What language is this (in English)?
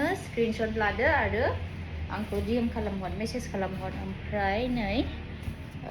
Bodo